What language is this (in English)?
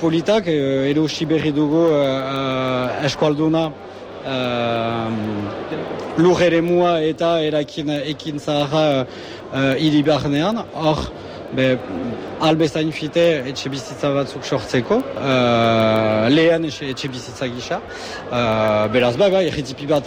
Basque